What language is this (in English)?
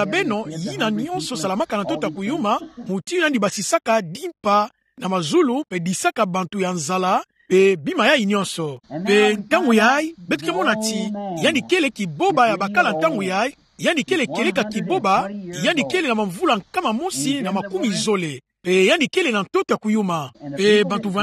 Kituba (Democratic Republic of Congo)